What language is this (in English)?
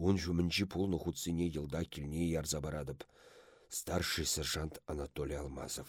Chuvash